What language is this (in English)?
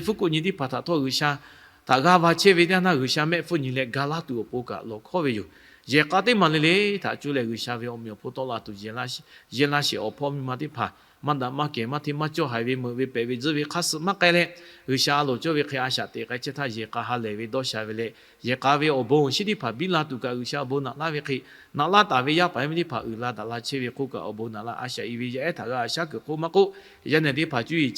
Lahu